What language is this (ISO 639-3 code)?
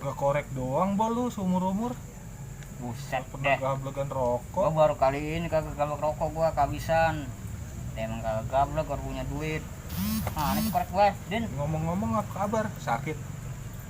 bew